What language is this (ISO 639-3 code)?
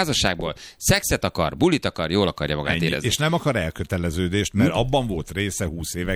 hun